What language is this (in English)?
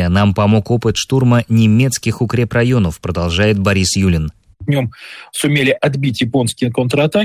Russian